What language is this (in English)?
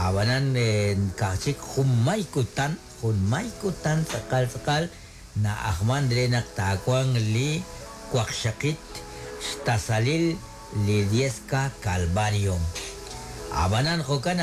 Kekchí